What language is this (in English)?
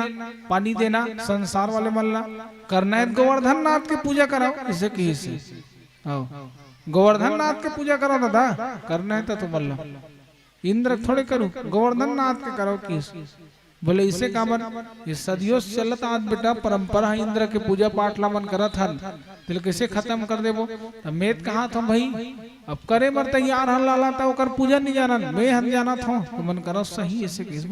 Chhattisgarhi